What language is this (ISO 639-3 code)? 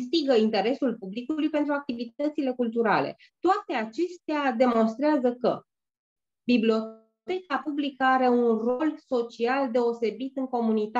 ron